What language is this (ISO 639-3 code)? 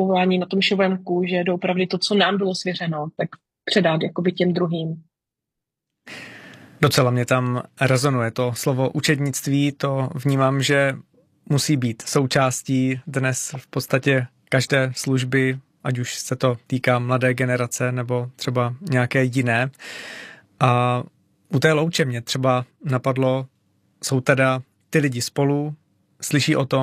ces